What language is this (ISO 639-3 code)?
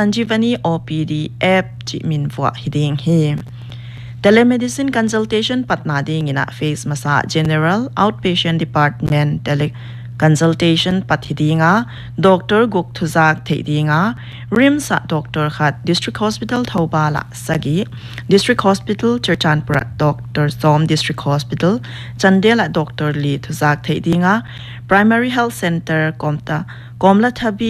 pck